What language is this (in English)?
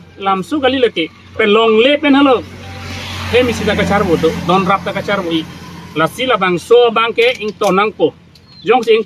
Karbi